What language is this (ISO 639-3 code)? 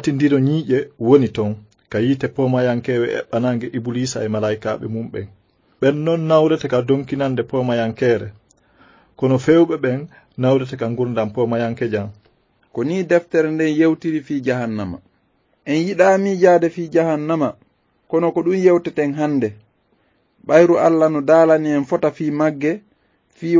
ful